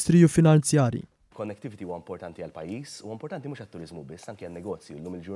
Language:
Maltese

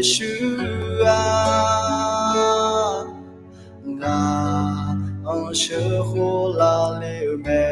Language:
Akha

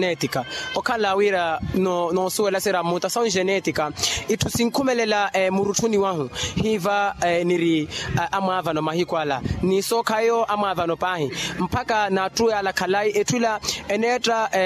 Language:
Makhuwa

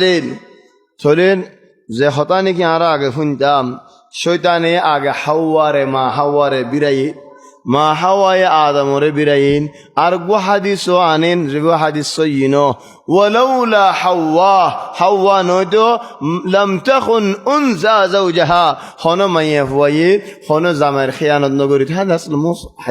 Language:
Rohingya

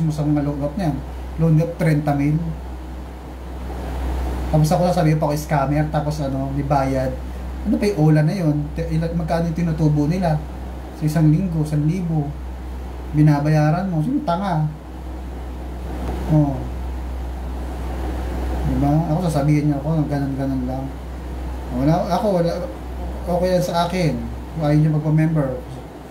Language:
Filipino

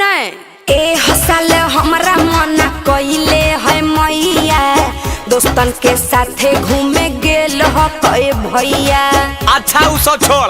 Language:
Magahi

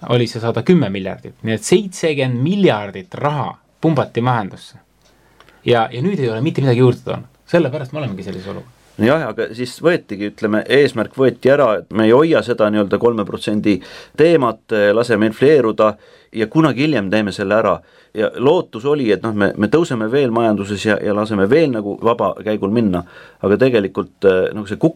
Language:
Estonian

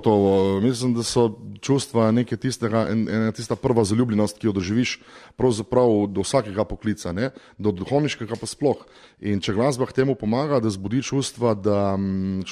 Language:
Slovenian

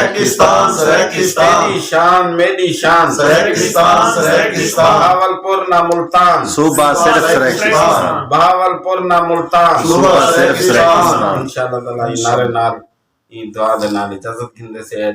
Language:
Saraiki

